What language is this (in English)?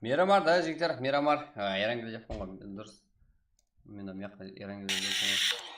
Kara-Kalpak